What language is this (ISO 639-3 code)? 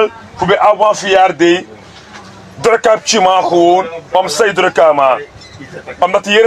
srn